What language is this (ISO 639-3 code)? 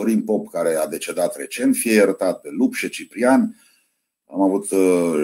ron